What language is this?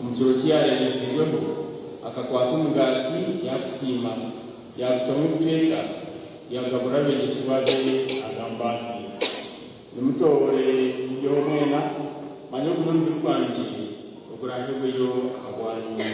Nyankole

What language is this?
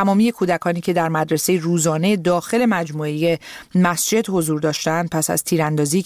Persian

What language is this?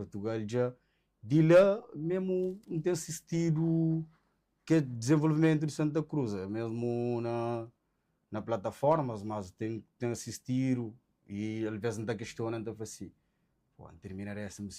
Kabuverdianu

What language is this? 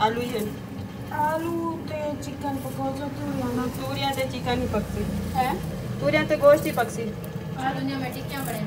Saraiki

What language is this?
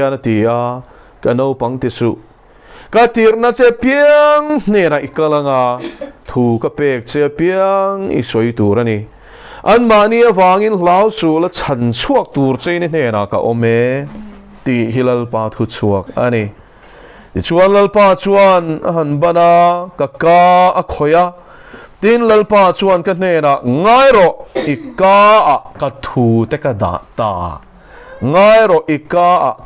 Mizo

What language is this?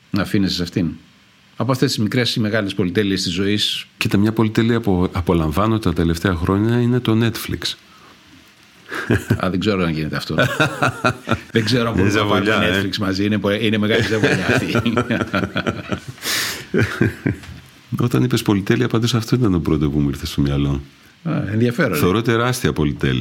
Greek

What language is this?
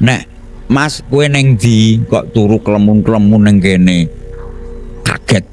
Javanese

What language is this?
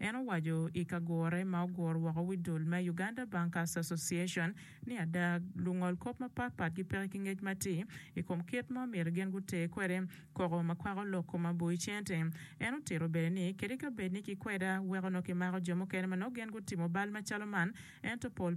Acoli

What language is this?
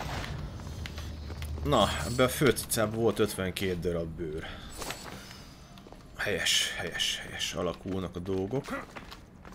Hungarian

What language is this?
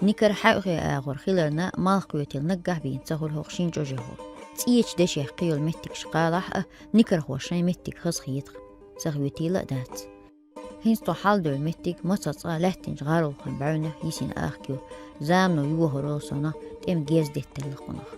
Chechen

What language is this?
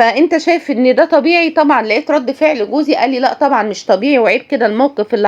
Egyptian Arabic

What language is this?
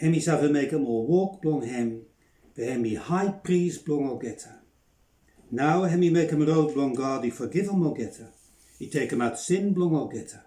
Bislama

